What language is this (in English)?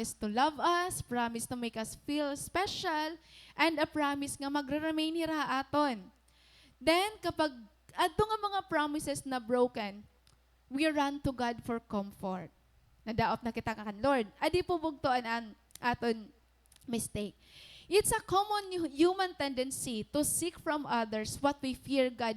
Waray